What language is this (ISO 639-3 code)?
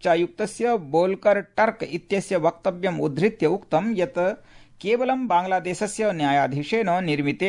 san